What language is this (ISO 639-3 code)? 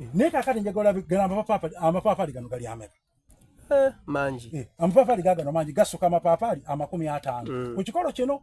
xog